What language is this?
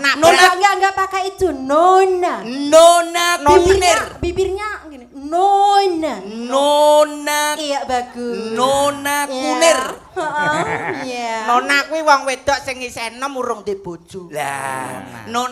Javanese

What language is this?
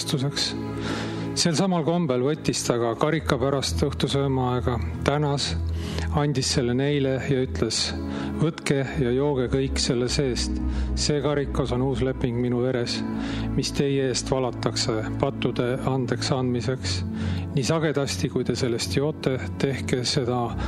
Estonian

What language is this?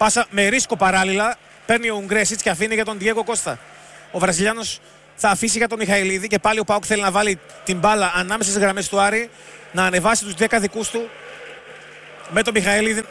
Greek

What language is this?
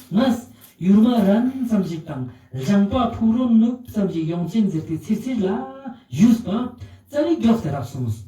Ladakhi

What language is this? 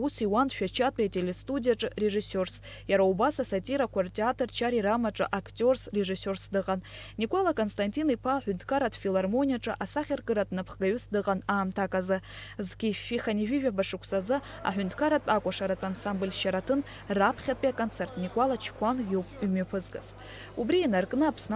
Abkhazian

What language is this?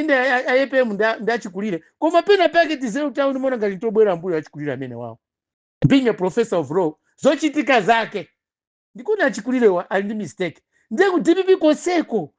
Nyanja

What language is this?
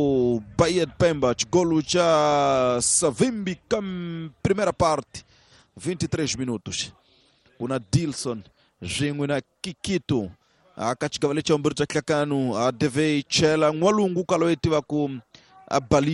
Tsonga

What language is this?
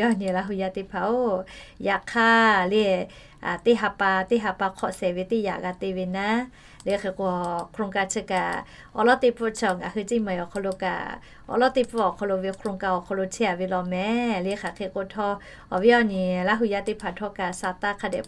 Lahu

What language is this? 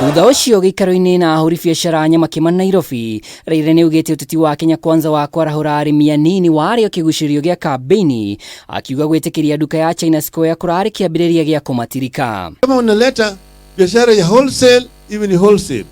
Kikuyu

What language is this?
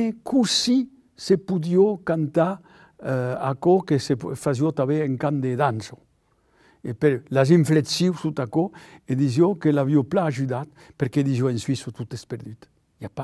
Occitan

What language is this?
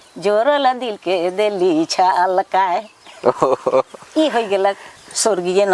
Sadri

